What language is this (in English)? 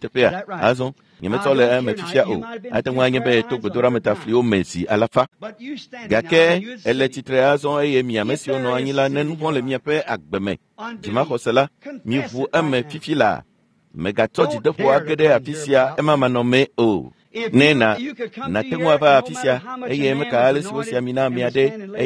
Ewe